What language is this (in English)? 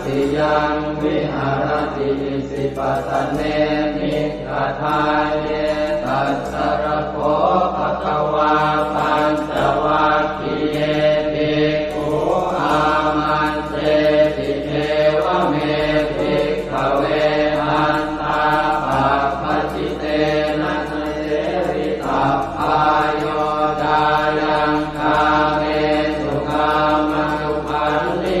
Pali